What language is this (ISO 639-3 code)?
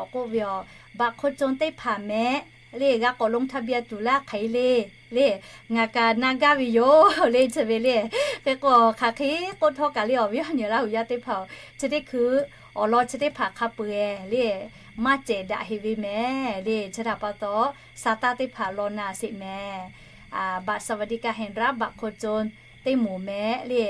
lhu